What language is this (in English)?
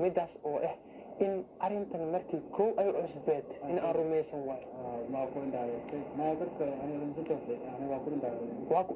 Somali